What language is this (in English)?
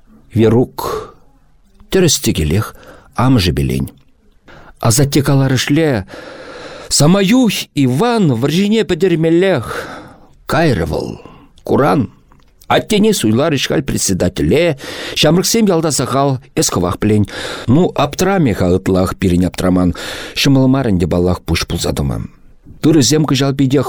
Chuvash